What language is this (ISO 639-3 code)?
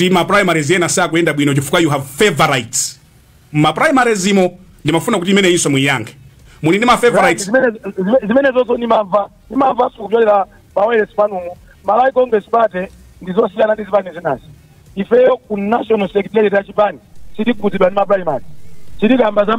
nya